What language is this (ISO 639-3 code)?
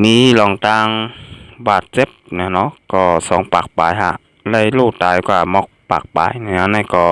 shn